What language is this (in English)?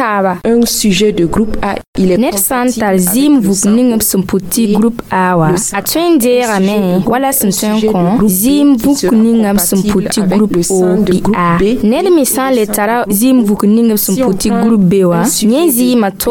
Mossi